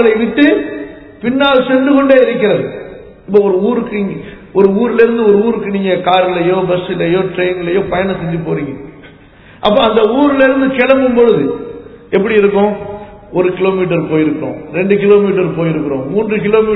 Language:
Tamil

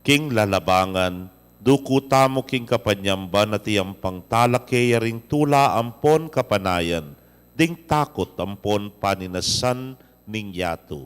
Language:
Pampanga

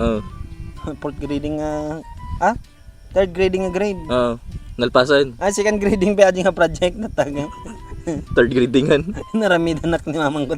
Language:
Iloko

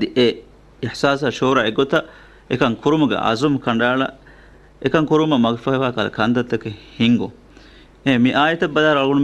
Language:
Divehi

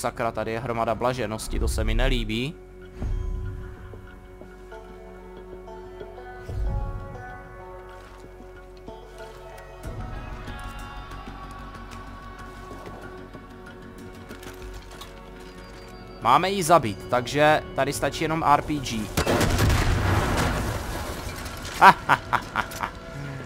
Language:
Czech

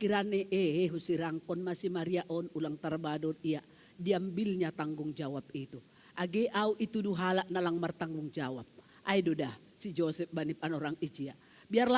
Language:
Batak Simalungun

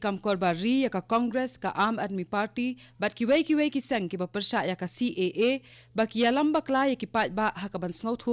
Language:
Khasi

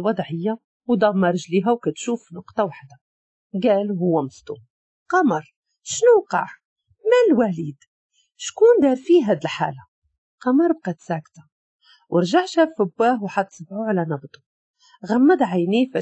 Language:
Moroccan Arabic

